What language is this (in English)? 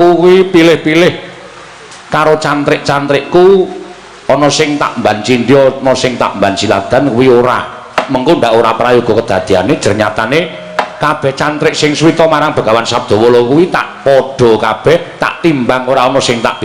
Javanese